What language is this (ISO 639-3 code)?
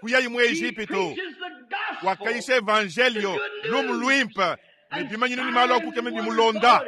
lua